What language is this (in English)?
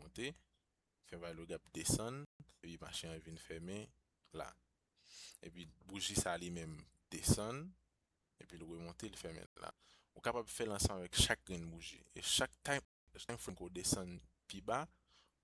Haitian Creole